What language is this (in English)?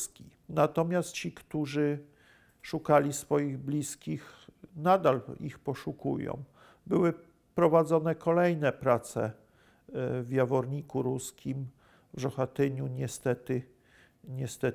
Polish